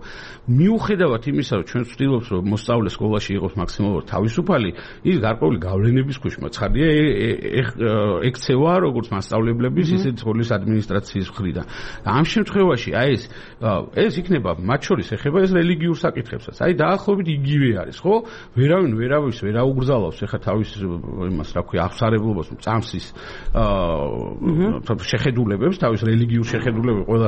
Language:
Georgian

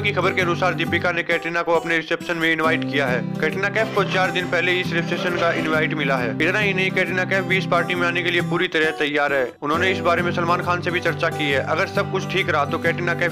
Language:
Hindi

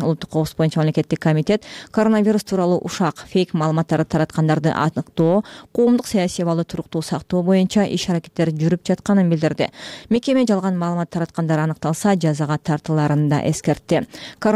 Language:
Kyrgyz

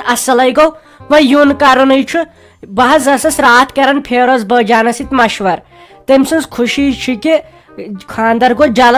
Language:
Kashmiri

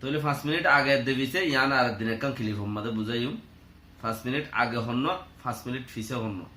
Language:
Rohingya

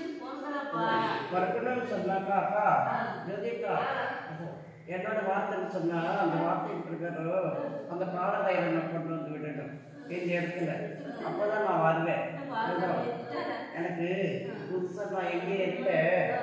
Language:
Tamil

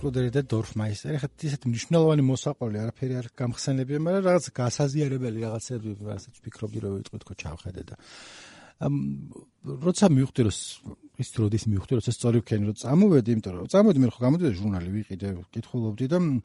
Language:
Georgian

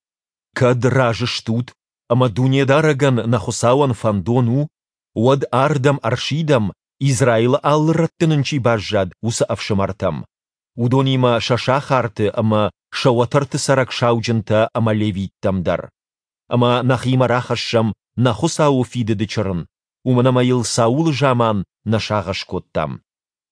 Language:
Ossetic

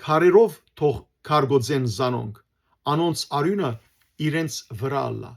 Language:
Western Armenian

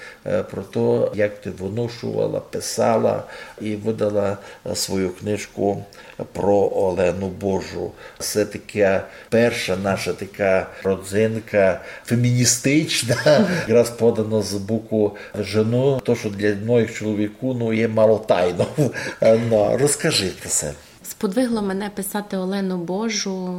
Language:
Rusyn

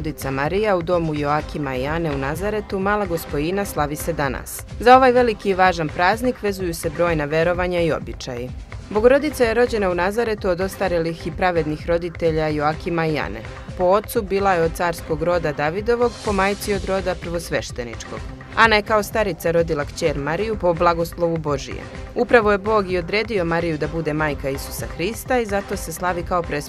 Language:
Serbian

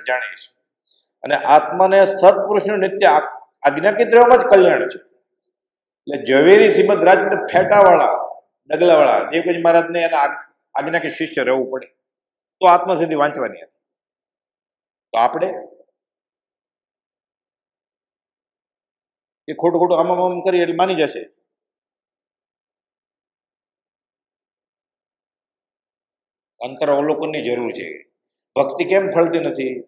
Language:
Gujarati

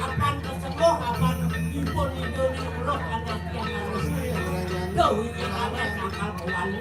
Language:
Balinese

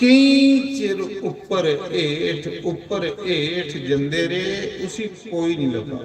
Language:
Dogri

